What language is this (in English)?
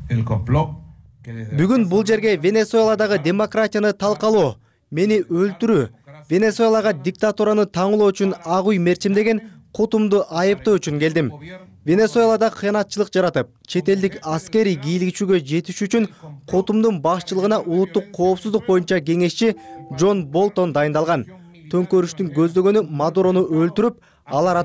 Kyrgyz